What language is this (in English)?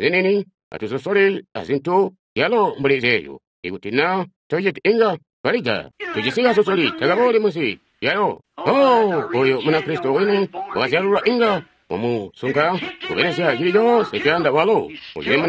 Tonga (Zambia)